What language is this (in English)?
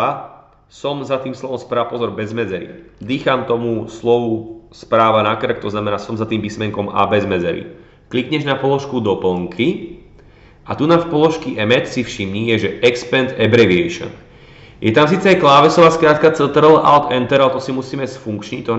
Slovak